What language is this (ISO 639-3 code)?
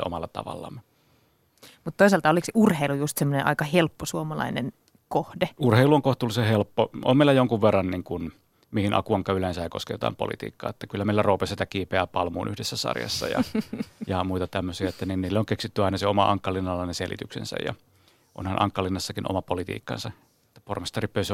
fin